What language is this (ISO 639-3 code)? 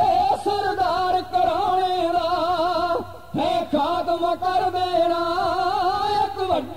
pan